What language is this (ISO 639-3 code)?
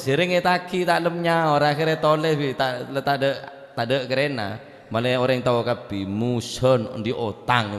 mad